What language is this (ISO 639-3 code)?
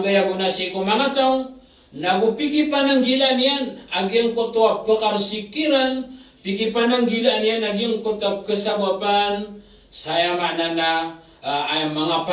mrw